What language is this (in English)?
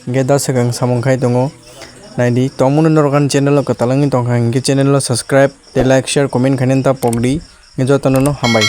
Kok Borok